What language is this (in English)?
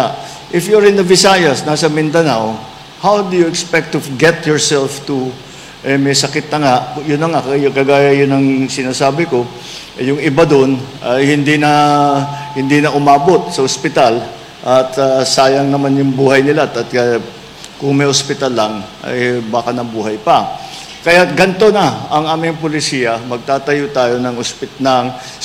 Filipino